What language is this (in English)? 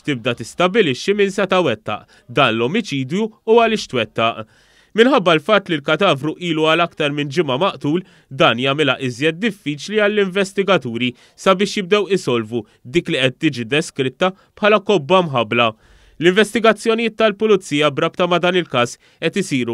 Maltese